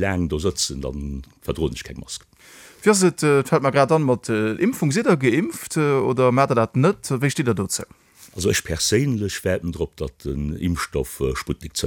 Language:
Luxembourgish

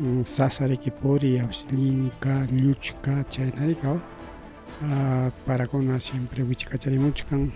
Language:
Ayacucho Quechua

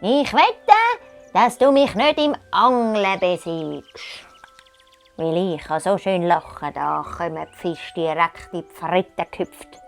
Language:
Swiss German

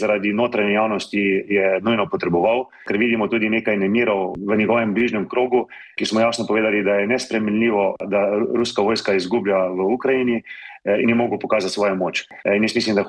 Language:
Slovenian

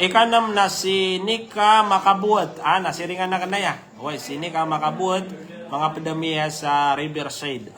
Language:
Maranao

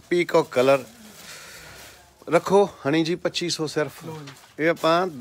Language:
Punjabi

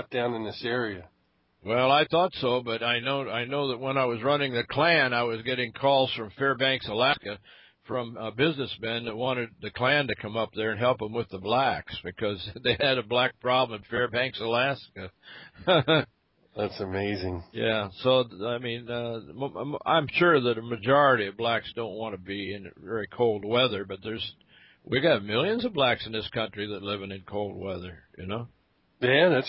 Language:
English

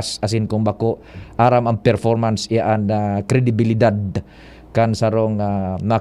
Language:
Bikol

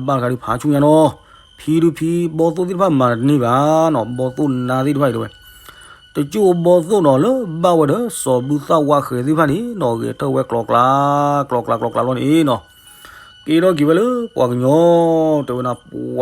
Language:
S'gaw Karen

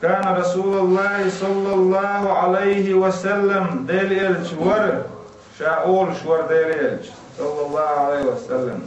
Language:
Chechen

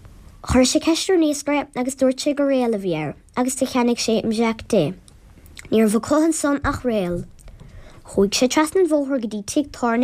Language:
Irish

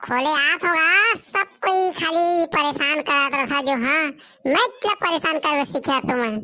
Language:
Chhattisgarhi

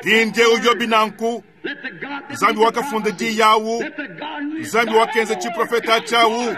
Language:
Luba-Lulua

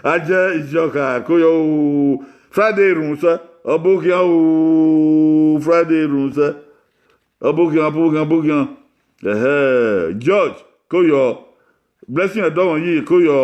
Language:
Bini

